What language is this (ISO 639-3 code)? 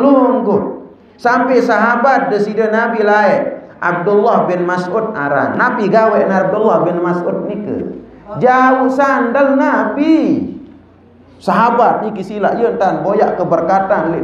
sas